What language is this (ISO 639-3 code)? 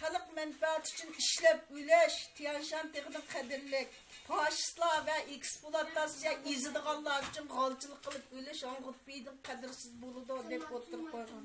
uig